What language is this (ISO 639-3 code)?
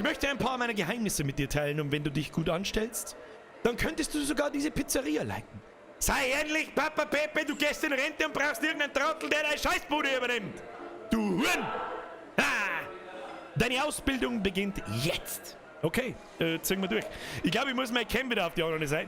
bar